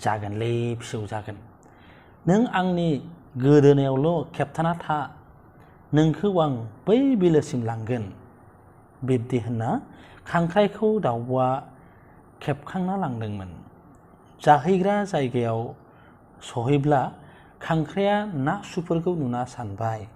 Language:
Bodo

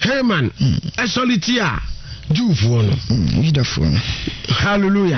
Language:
Akan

